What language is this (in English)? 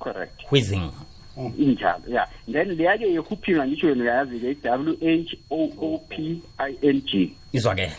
South Ndebele